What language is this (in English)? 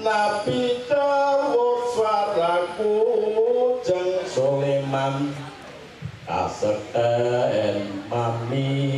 Javanese